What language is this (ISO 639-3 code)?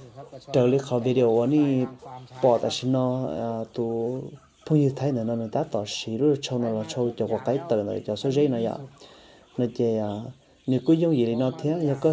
hmn